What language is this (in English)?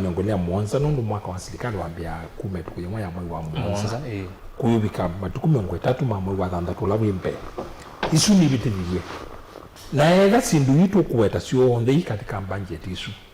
Kamba